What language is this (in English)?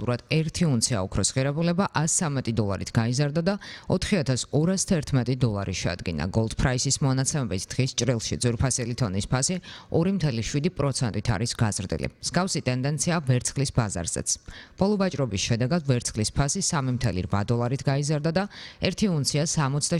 Georgian